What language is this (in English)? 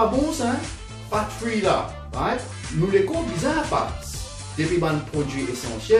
Morisyen